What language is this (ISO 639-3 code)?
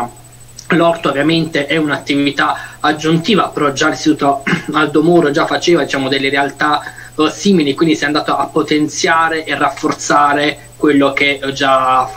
ita